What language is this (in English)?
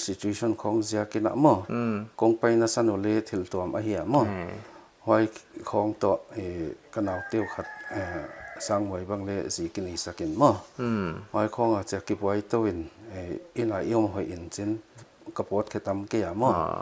Paite Chin